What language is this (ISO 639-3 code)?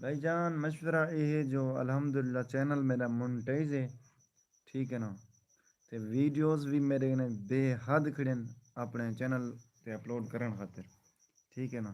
skr